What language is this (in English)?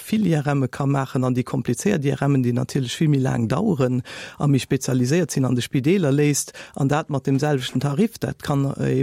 Luxembourgish